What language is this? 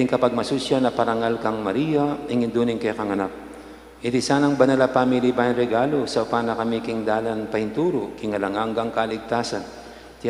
Pampanga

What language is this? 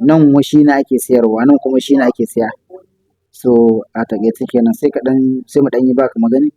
Hausa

